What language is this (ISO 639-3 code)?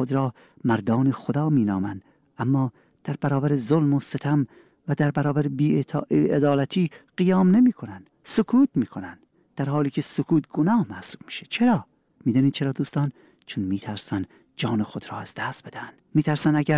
fas